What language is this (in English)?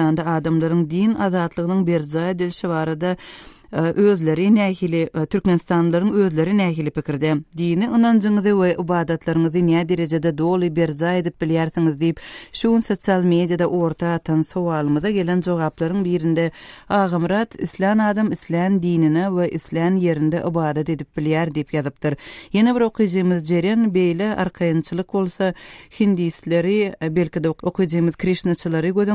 Turkmen